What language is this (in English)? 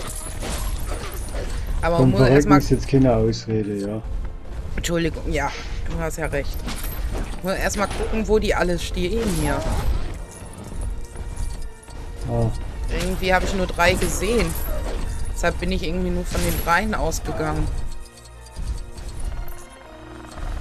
German